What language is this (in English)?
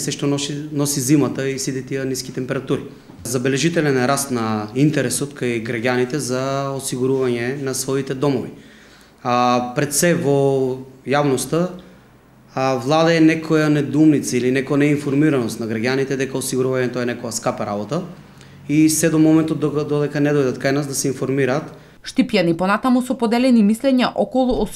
Macedonian